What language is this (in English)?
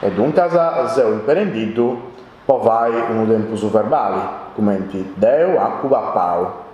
Sardinian